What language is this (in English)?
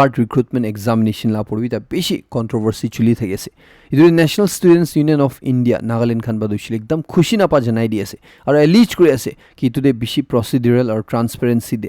Naga Pidgin